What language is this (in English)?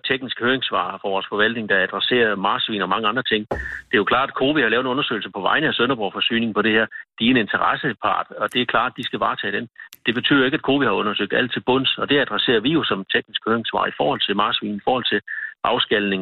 Danish